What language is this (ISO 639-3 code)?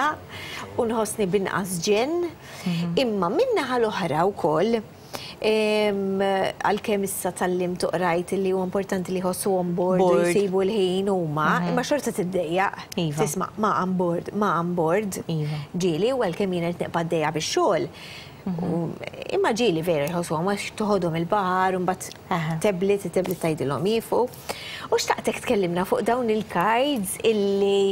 mlt